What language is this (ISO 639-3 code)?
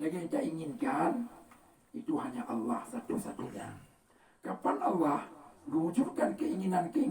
ace